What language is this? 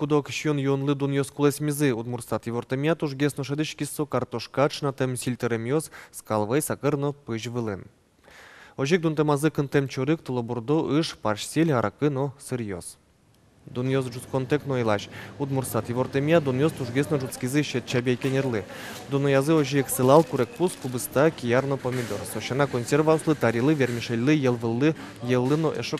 Udmurt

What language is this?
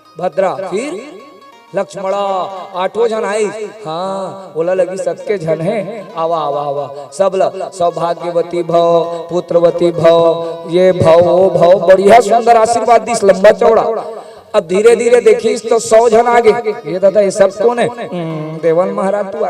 Chhattisgarhi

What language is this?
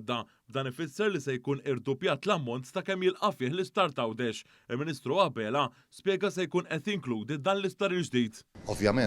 Maltese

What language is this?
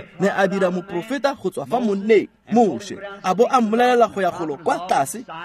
Tswana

